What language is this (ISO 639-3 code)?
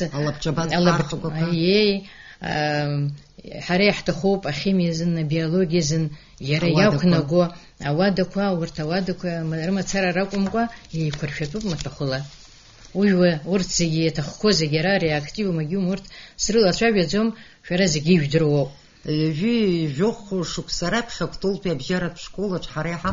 abk